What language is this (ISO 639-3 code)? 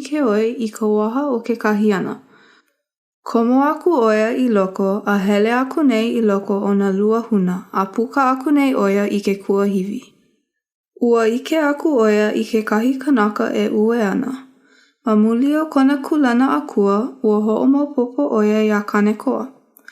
haw